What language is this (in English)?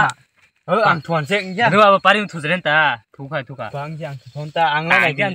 Kok Borok